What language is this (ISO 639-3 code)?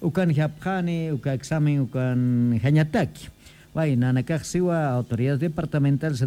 aym